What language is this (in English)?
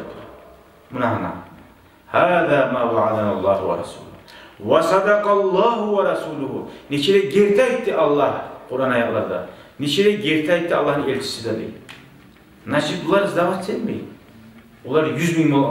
Kumyk